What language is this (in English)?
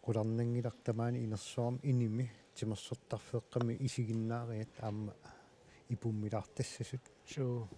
Kalaallisut